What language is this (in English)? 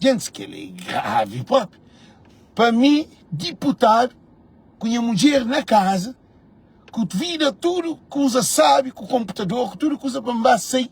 Kabuverdianu